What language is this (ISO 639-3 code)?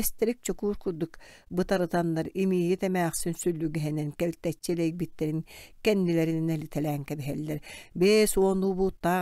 sah